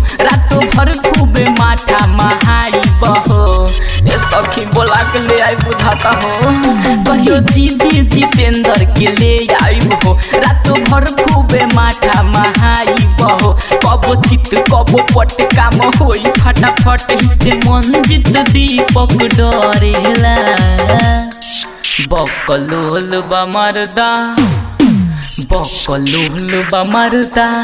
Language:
Bhojpuri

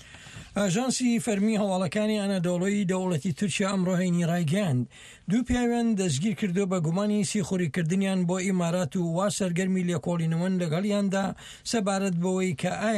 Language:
Central Kurdish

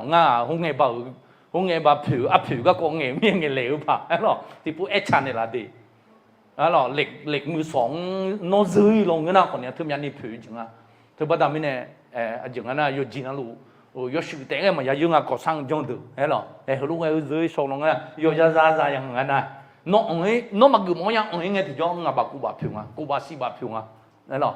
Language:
Akha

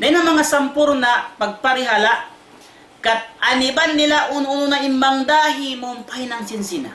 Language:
Tausug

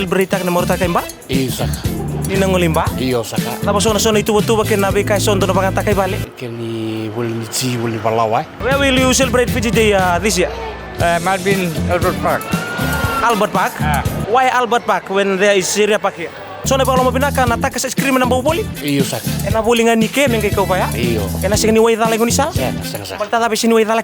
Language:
Fijian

